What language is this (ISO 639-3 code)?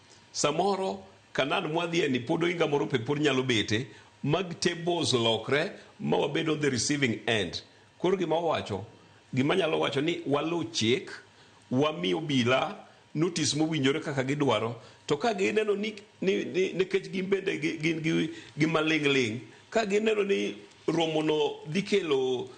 luo